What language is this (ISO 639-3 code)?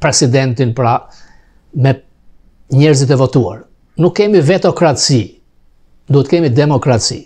sqi